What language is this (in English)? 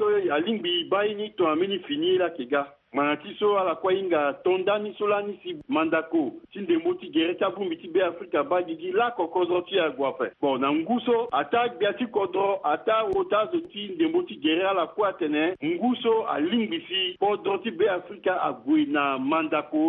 Sango